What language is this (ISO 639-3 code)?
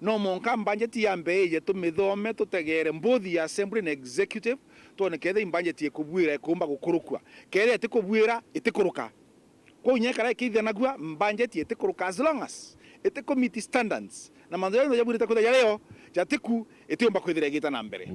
mer